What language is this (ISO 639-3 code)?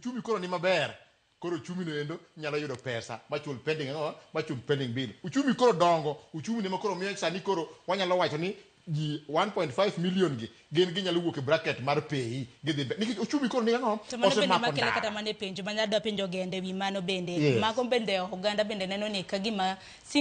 luo